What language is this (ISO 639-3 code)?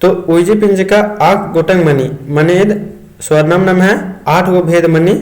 kru